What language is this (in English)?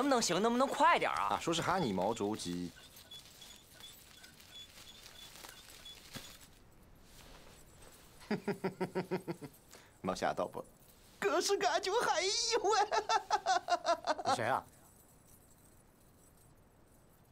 Chinese